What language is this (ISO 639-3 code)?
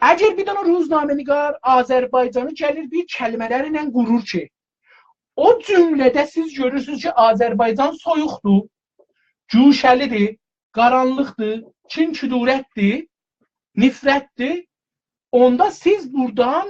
azb